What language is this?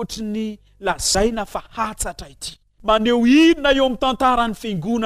Malagasy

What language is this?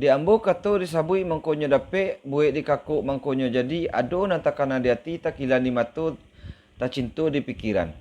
Minangkabau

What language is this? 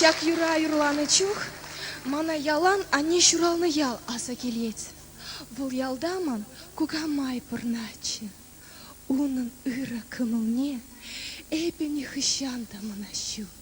Chuvash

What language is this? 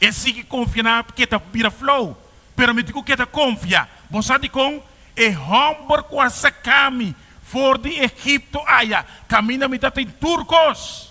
Papiamento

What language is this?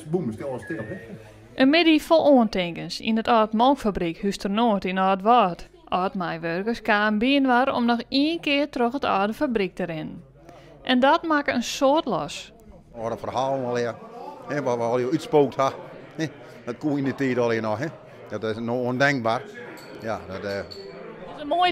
Western Frisian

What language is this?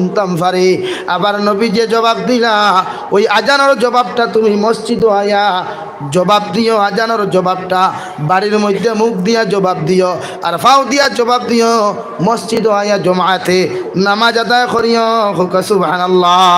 Sylheti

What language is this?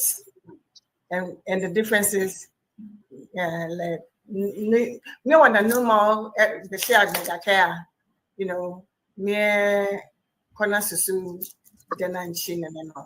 Ewe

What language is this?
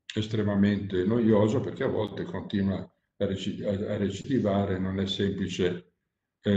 Italian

